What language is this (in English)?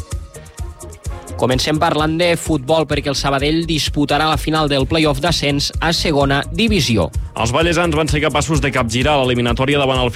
Catalan